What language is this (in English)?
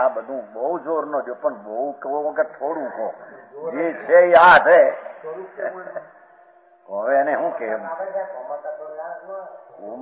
Gujarati